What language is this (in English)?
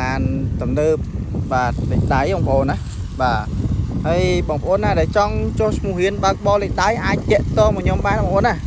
Khmer